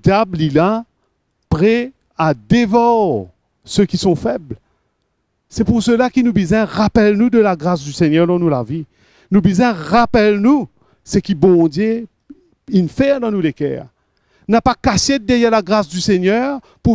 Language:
Morisyen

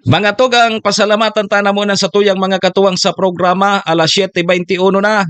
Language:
Bikol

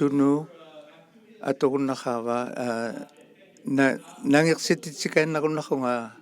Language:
Inuktitut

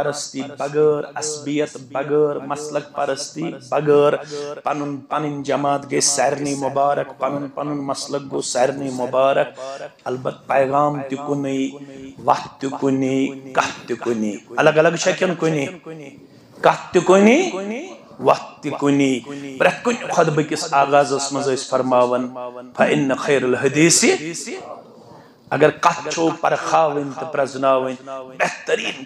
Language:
Kashmiri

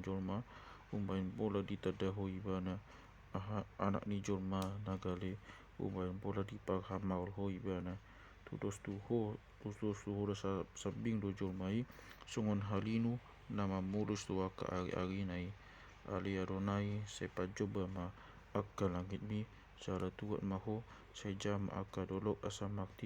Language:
Batak Toba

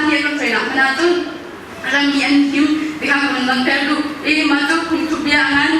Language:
Hakha Chin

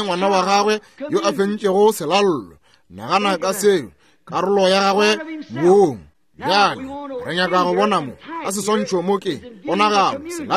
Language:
Northern Sotho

